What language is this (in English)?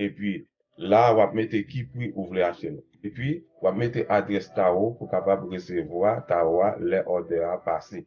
Haitian Creole